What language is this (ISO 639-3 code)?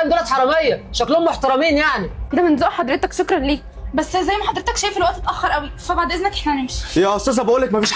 arz